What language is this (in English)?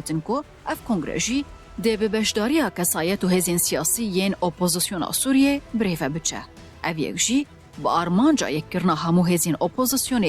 Kurdish